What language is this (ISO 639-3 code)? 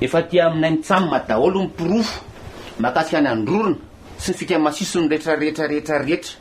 mlg